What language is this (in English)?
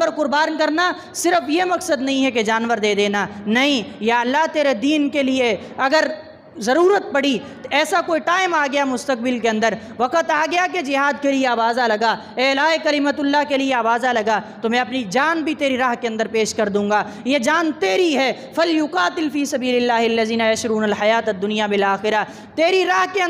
Urdu